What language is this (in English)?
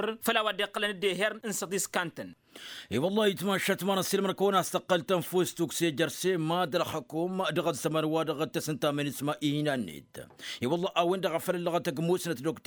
Tamasheq